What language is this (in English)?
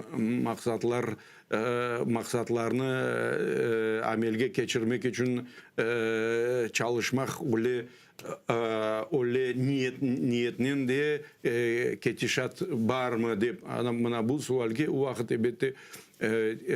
Crimean Tatar